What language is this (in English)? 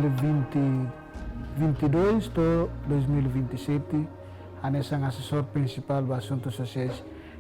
Tetum